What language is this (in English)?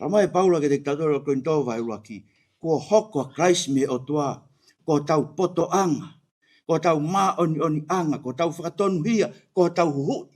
Tongan